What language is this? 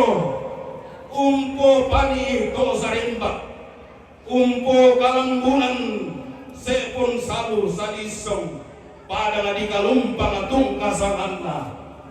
Toraja-Sa'dan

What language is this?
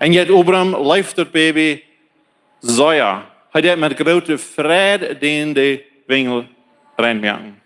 Plautdietsch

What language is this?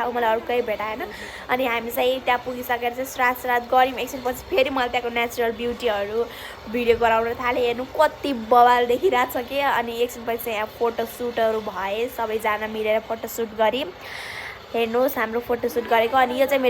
Nepali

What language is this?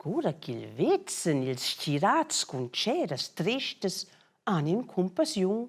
Romansh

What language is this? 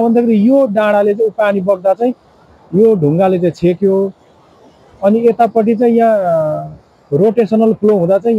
Nepali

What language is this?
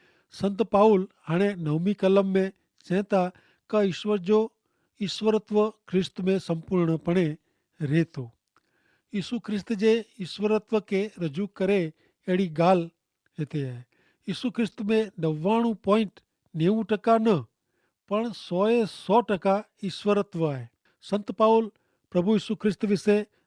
Kachhi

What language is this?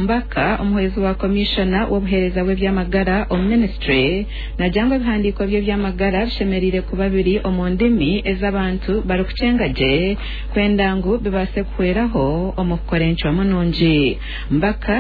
Nyankole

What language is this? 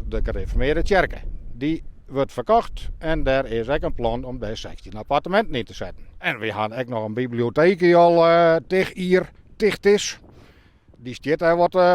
Western Frisian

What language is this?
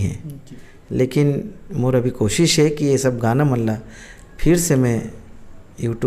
Chhattisgarhi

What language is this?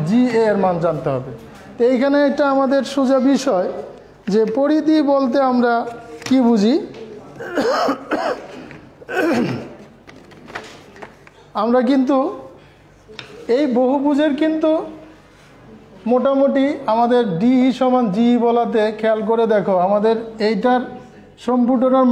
Bangla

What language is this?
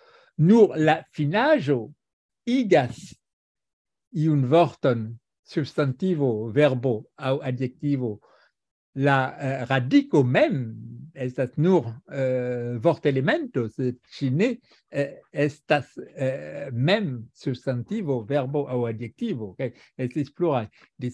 Esperanto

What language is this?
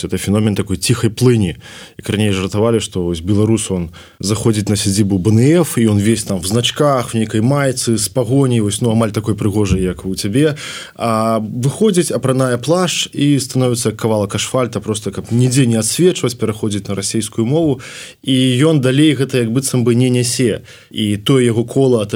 Belarusian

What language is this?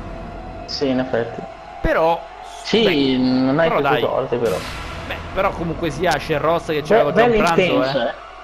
Italian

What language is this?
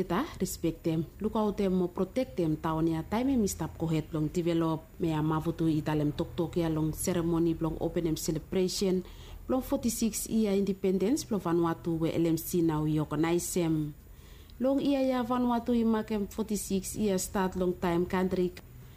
Bislama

